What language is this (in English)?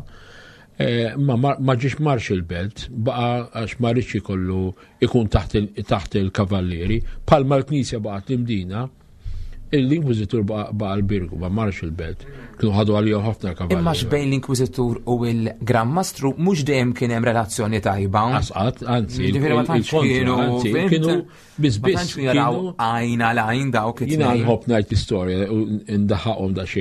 Maltese